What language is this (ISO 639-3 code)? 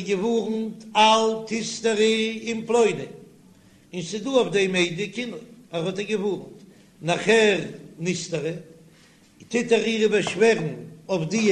yid